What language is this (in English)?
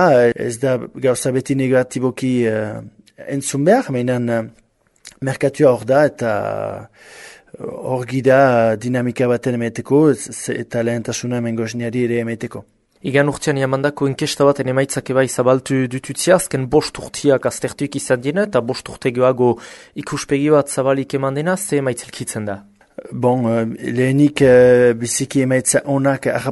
Basque